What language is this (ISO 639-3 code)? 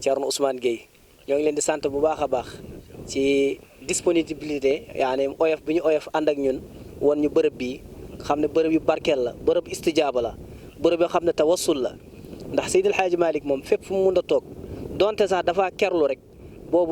wol